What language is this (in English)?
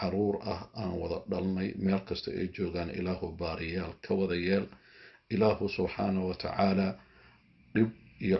Somali